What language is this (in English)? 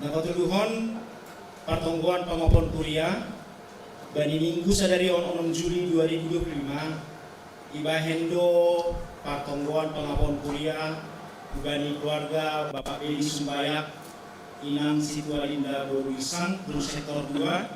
Batak Simalungun